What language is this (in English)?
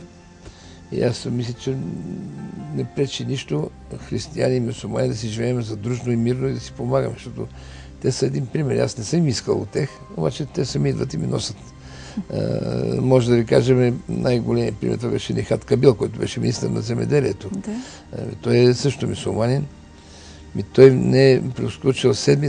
Bulgarian